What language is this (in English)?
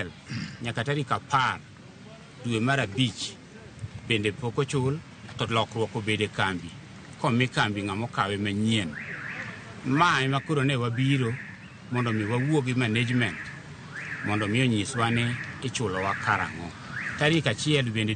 Luo (Kenya and Tanzania)